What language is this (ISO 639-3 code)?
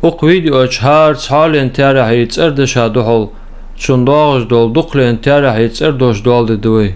inh